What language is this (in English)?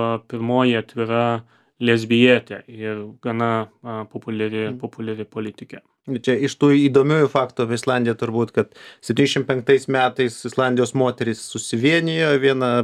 Lithuanian